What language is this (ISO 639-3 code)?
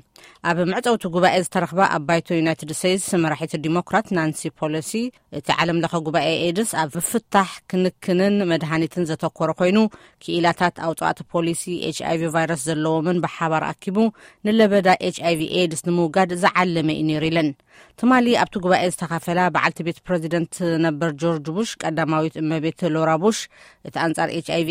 tir